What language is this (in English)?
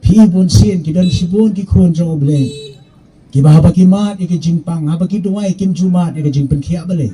Khasi